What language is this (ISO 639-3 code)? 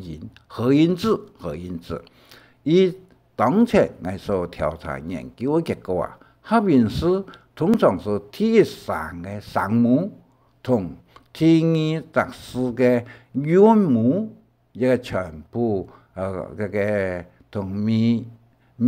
hak